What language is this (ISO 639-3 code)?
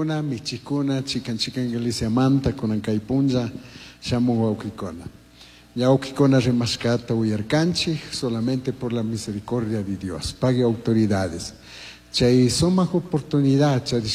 qug